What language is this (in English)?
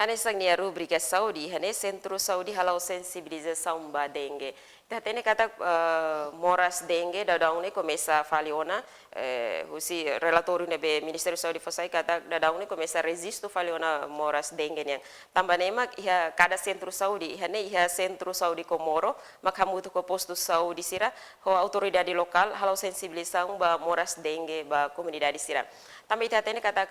Tetum